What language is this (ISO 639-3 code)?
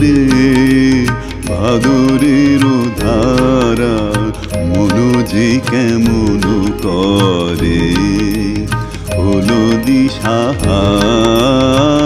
ben